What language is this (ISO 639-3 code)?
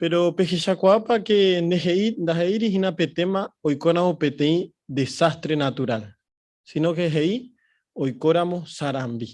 grn